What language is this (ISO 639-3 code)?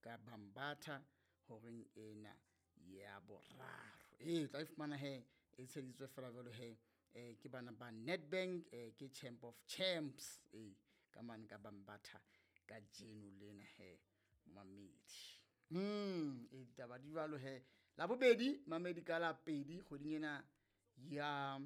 sot